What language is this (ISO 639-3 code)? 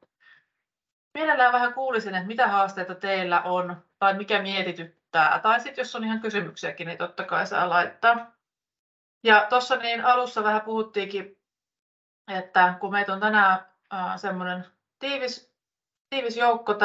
fin